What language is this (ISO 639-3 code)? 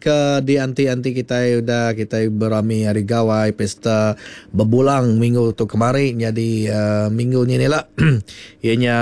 iba